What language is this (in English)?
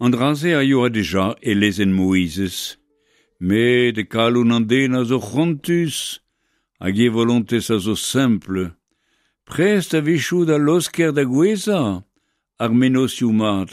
Breton